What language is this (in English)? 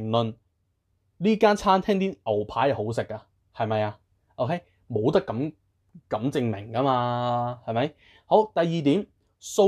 Cantonese